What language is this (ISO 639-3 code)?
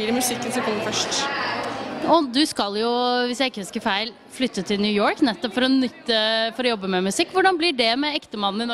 nor